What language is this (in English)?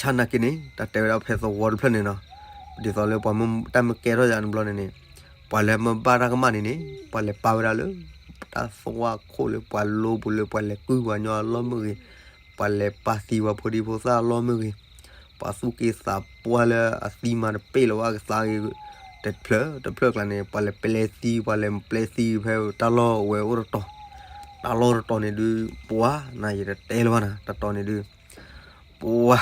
S'gaw Karen